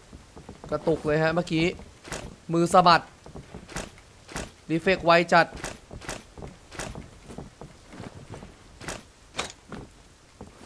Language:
Thai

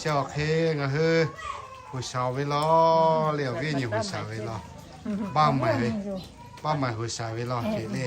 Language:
Lahu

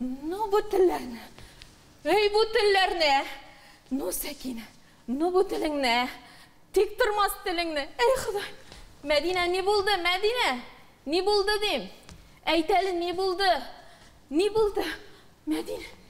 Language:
Tatar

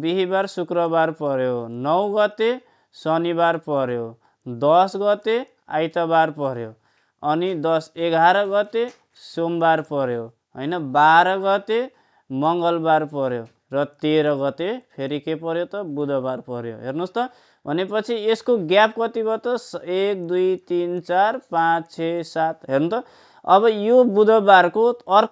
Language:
Nepali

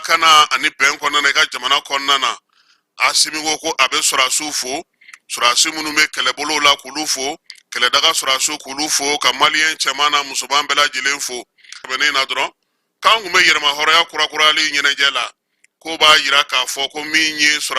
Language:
Bambara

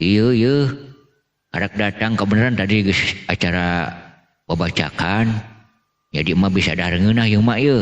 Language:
Sundanese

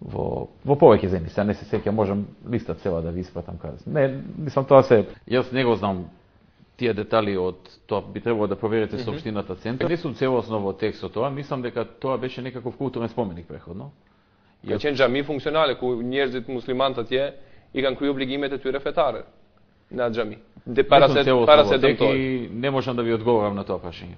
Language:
Macedonian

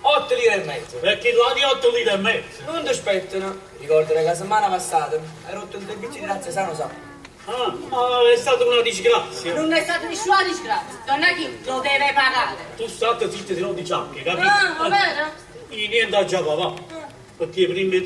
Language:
Neapolitan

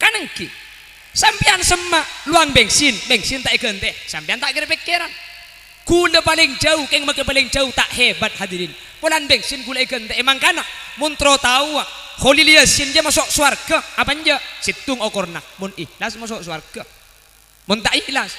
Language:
Madurese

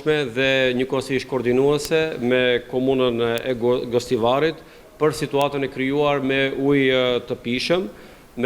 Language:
Albanian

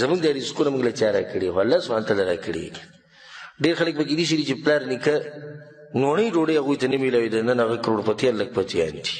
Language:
Pashto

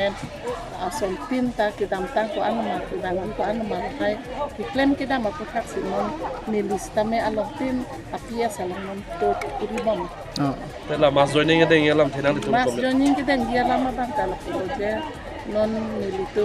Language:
Karbi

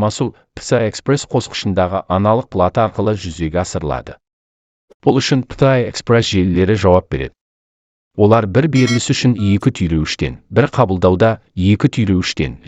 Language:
Kazakh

